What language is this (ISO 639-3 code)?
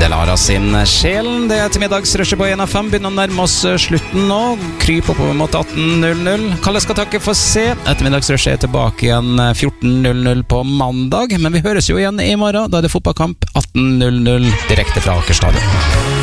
nor